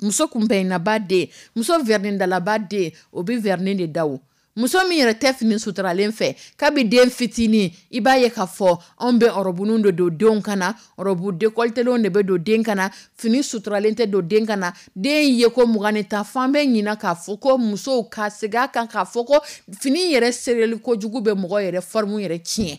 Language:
Dyula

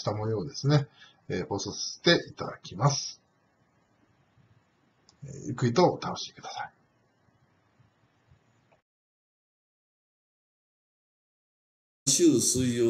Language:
Japanese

